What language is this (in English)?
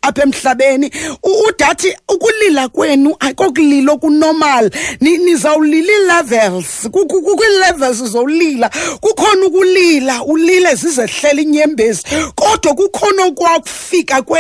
Xhosa